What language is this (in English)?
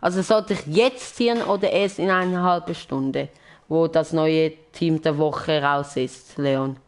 Swiss German